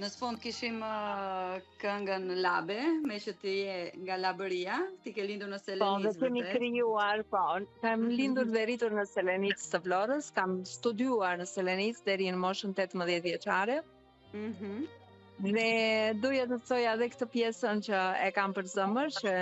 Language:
Albanian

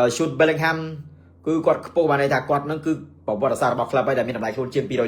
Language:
Khmer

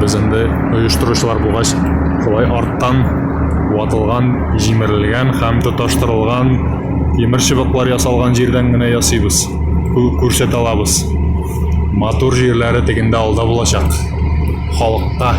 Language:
Tatar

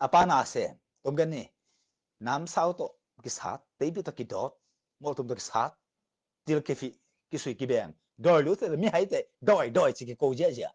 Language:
Tedim Chin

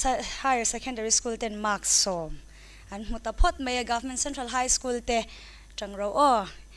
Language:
Mizo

